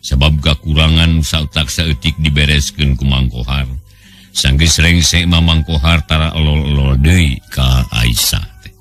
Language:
Sundanese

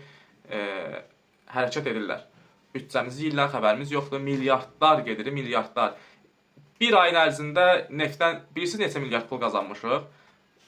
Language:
Azerbaijani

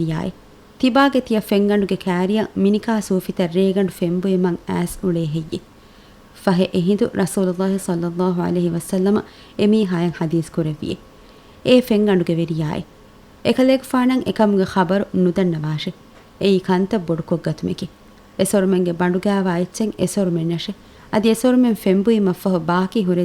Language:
Divehi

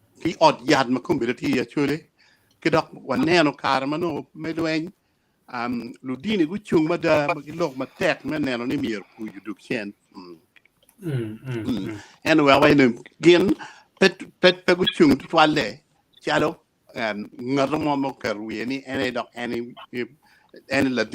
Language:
Acoli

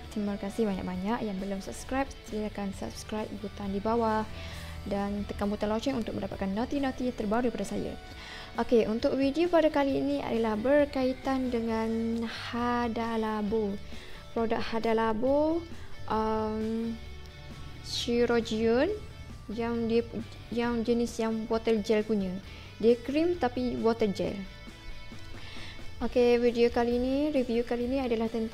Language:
Malay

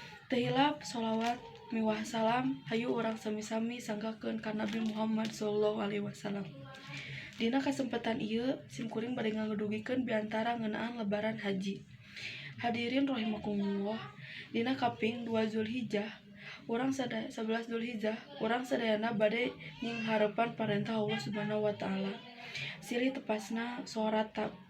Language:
Sundanese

